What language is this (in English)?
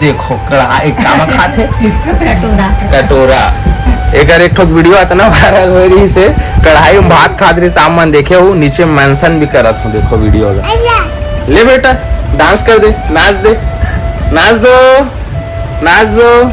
Chhattisgarhi